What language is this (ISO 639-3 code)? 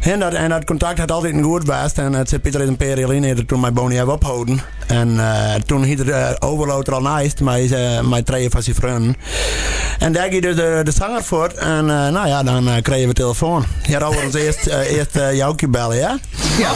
fry